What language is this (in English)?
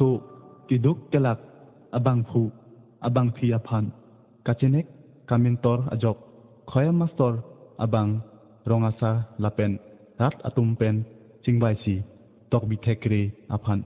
Karbi